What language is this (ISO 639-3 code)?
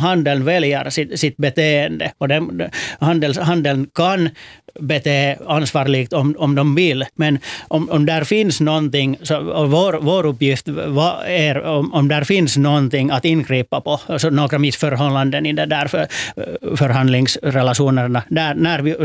swe